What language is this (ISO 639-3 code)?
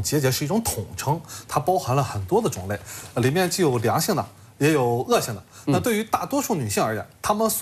zho